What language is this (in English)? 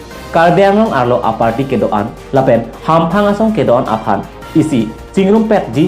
Karbi